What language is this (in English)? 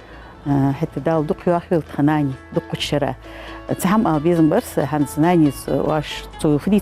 Ingush